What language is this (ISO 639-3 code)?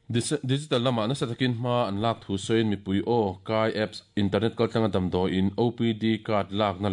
lus